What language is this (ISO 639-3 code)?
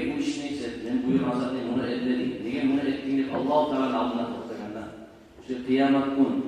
kum